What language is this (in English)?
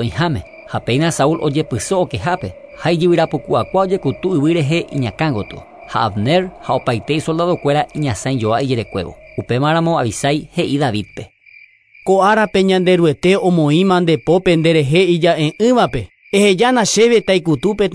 Guarani